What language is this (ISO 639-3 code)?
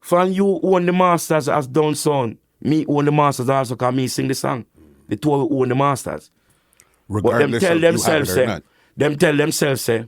jam